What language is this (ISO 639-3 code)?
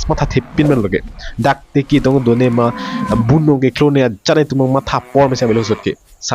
mjw